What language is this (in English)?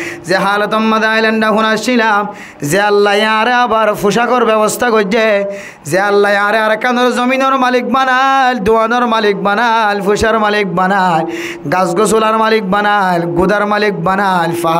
Rohingya